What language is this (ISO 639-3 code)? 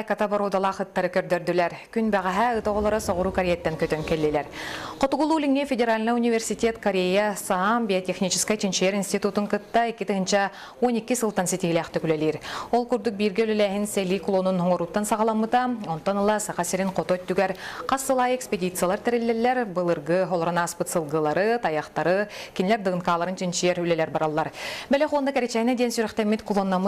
sah